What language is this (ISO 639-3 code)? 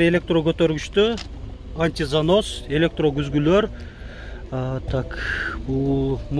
kir